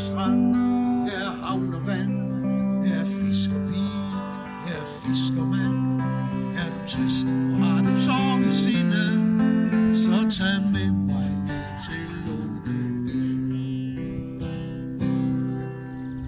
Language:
Danish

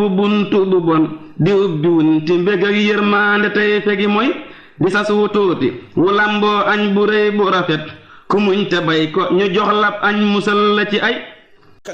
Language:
Wolof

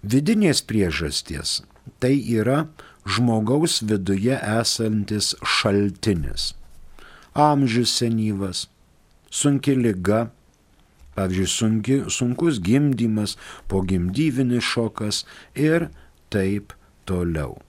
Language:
Lithuanian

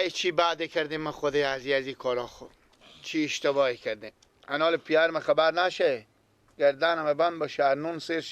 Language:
Persian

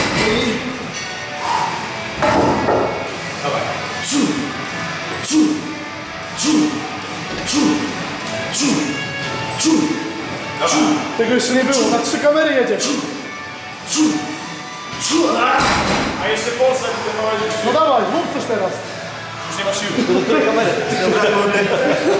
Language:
Polish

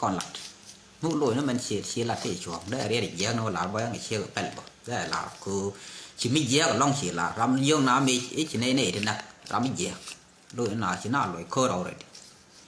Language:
Nuer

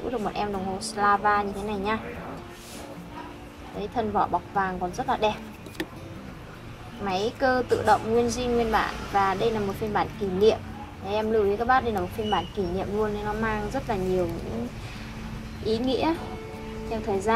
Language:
Vietnamese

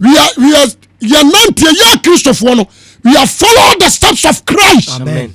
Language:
Akan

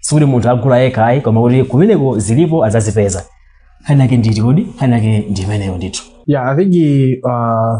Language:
Nyanja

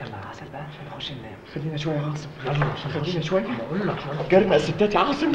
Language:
Egyptian Arabic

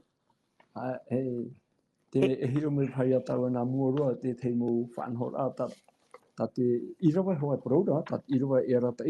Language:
Tahitian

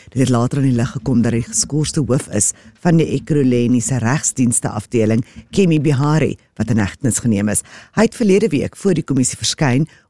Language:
Afrikaans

